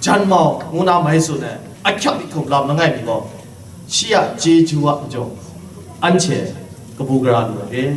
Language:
Kachin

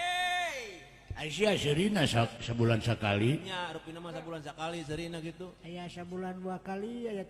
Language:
Sundanese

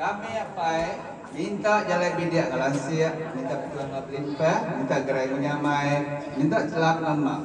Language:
Iban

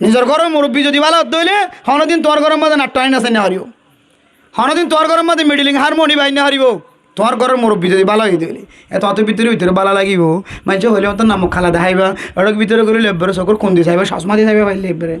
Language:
Rohingya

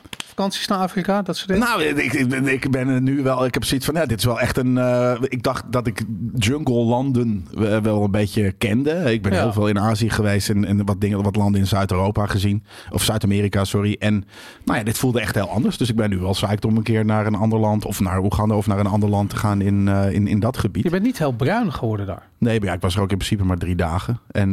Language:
Dutch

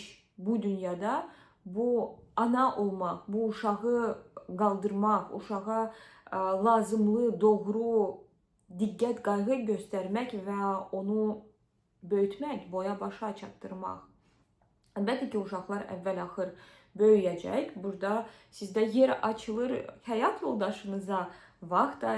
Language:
Azerbaijani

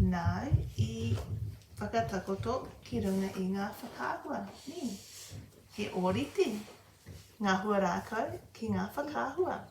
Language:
Māori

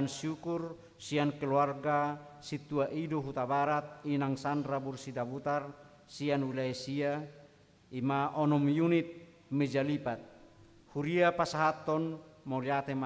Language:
Batak Toba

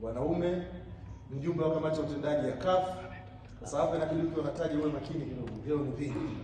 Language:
Swahili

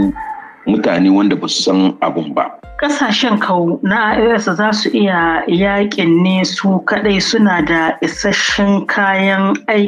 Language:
Hausa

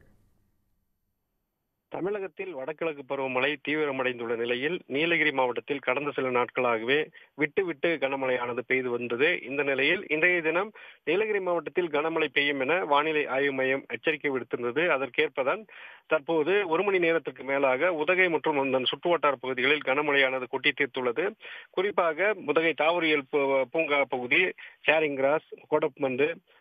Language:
Tamil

